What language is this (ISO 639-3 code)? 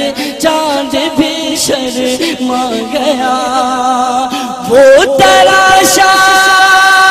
urd